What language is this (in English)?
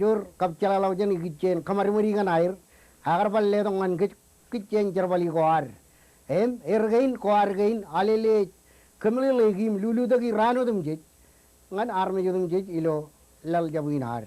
Marshallese